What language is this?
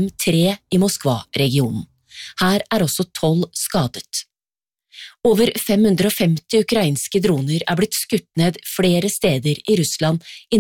Norwegian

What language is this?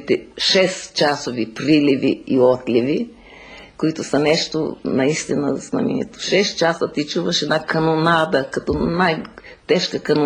Bulgarian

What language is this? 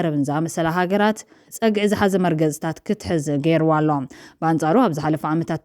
Tigrinya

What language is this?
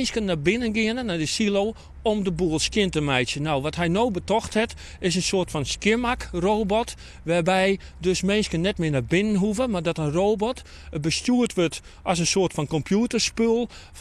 Western Frisian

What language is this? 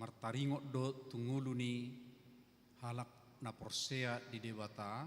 Batak Toba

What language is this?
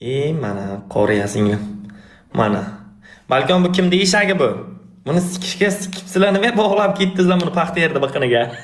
Uzbek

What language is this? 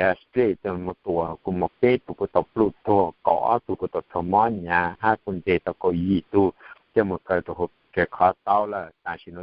Hmong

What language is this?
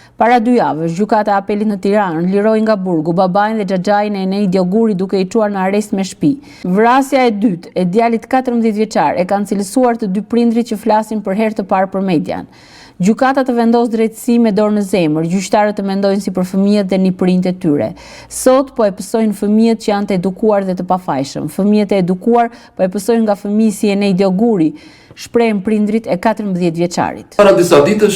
Albanian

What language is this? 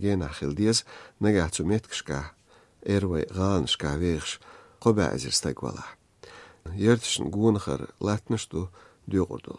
Chechen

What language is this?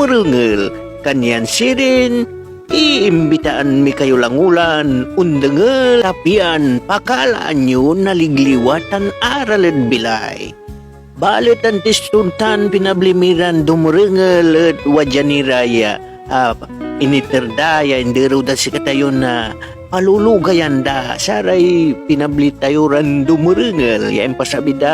Pangasinan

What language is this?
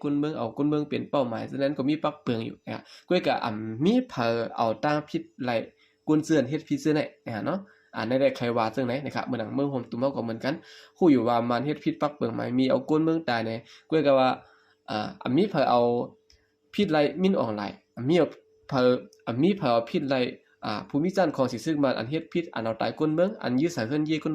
Shan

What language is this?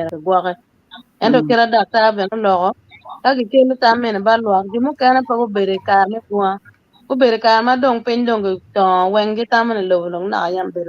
Acoli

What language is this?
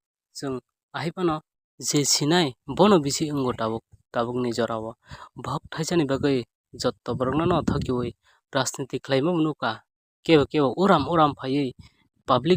Kok Borok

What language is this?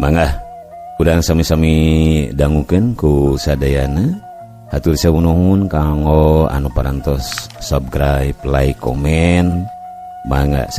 Sundanese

